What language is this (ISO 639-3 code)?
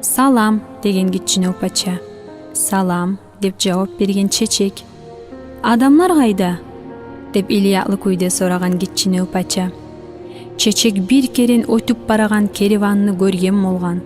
kum